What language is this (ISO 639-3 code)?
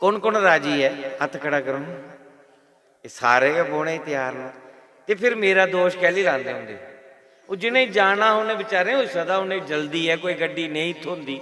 doi